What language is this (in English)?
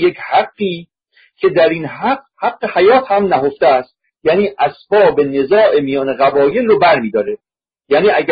Persian